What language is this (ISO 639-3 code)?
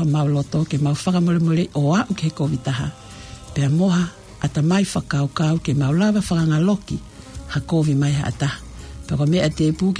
ton